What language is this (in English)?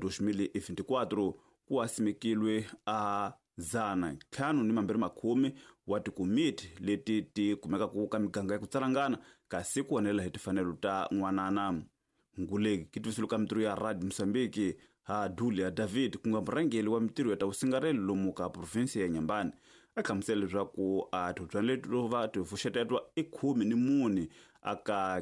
Tsonga